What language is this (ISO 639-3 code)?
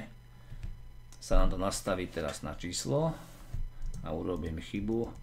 slk